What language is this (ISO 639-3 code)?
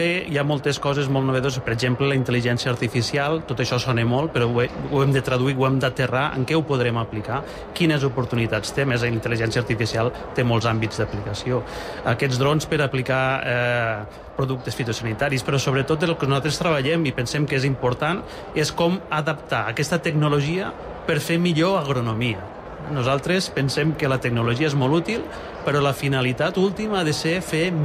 cat